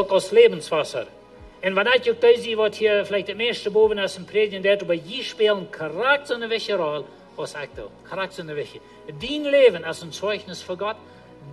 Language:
Plautdietsch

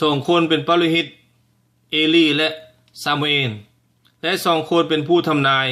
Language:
Lao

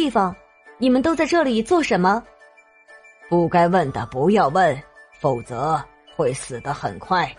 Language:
Chinese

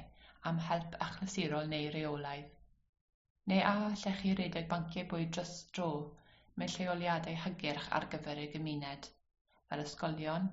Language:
Welsh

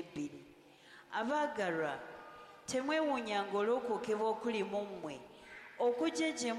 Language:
Ganda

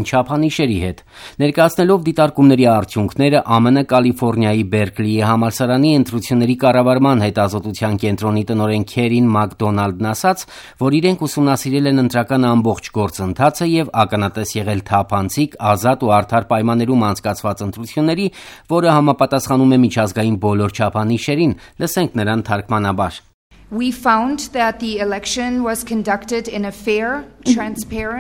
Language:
Armenian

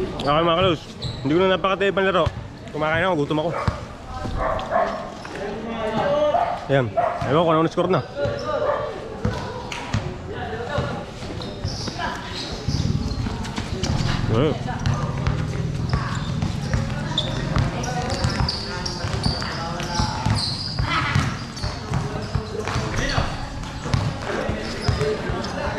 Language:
Filipino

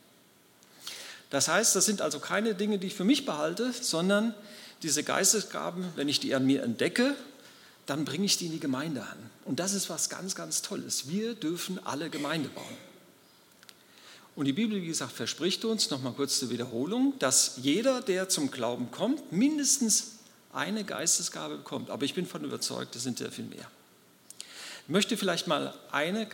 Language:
German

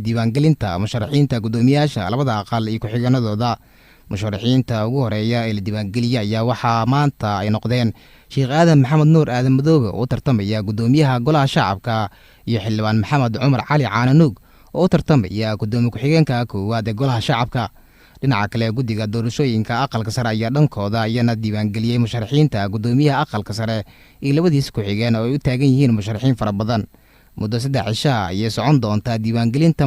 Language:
Somali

